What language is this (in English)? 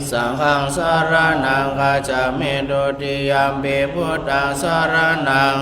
Pali